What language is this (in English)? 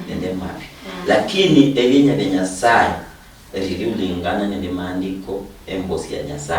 Luyia